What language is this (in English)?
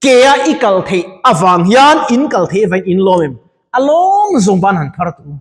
Mizo